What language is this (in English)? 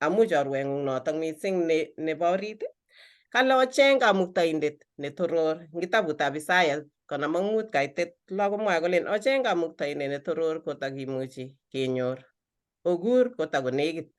Kalenjin